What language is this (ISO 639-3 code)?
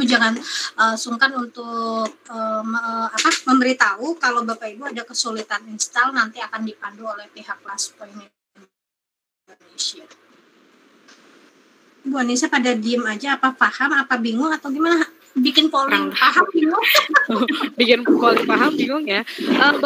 ind